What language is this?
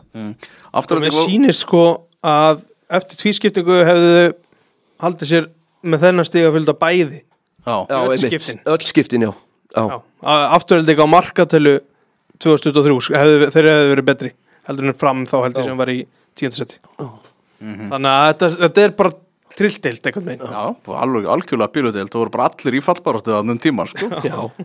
Icelandic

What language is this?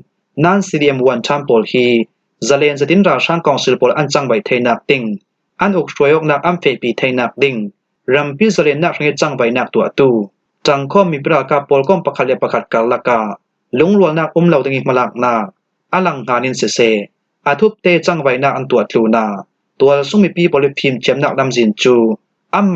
Falam Chin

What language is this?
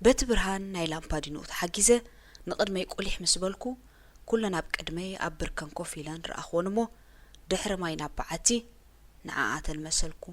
Tigrinya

